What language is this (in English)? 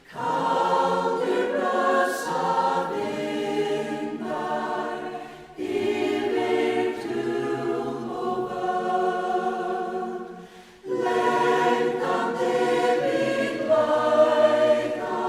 Faroese